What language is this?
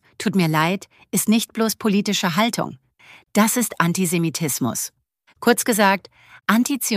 German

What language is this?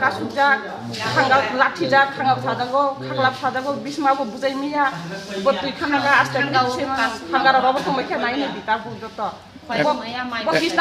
Kok Borok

